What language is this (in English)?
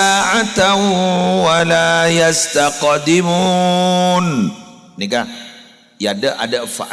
Madurese